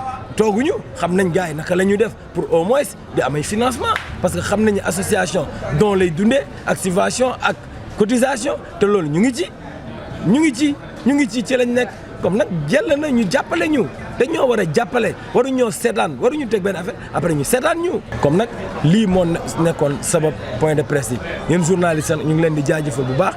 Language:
Wolof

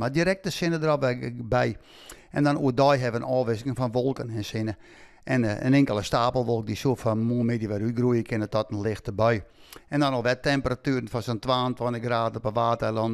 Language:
Western Frisian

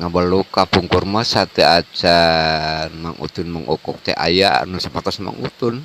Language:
Sundanese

